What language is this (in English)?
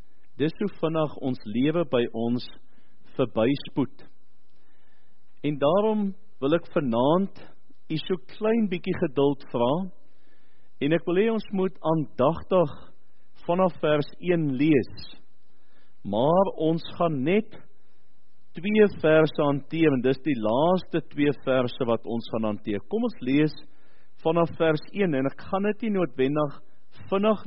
Afrikaans